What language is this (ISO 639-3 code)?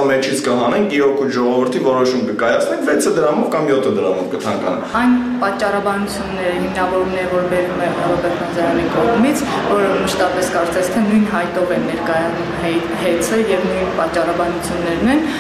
hye